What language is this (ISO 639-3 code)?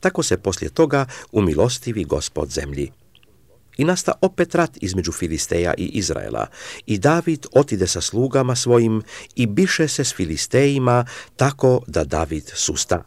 srp